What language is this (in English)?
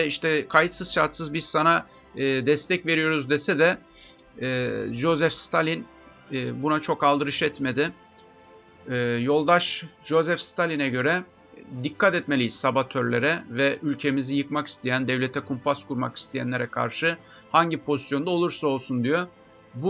Turkish